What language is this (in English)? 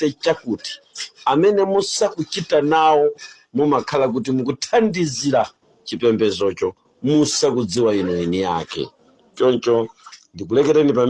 Nyanja